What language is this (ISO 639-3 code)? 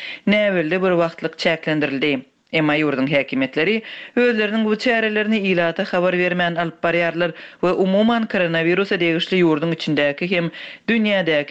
tuk